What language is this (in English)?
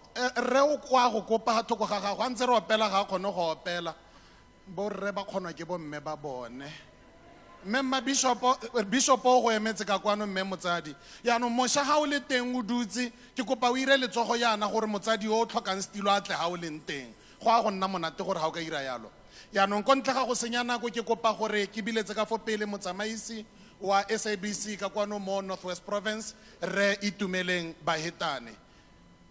Tswana